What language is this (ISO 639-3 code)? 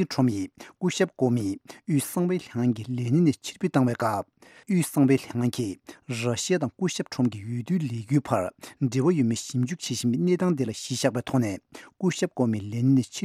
bod